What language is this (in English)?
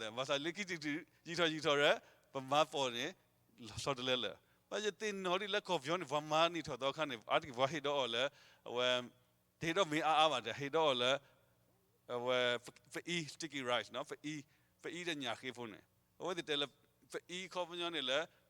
S'gaw Karen